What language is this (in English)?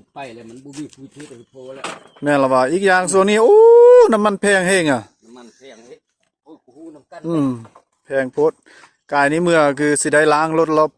Lao